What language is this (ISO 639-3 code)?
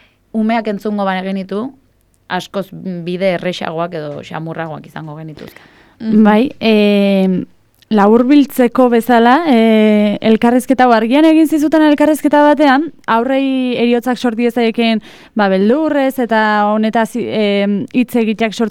eus